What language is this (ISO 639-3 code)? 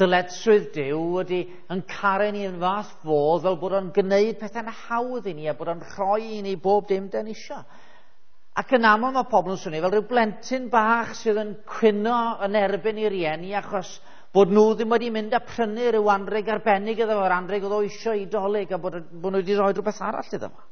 cym